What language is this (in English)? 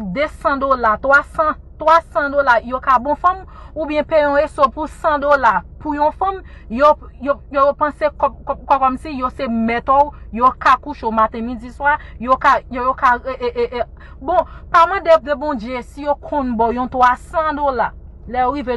Haitian Creole